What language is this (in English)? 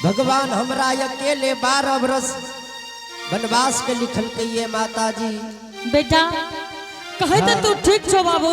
Angika